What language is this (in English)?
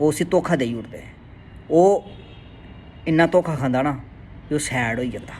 Dogri